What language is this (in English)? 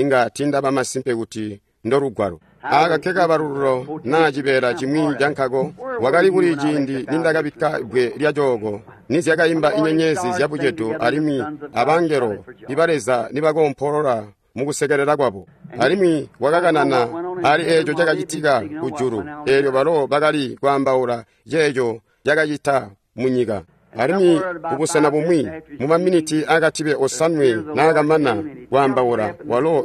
Tonga (Zambia)